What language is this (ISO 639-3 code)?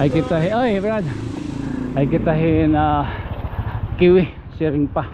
war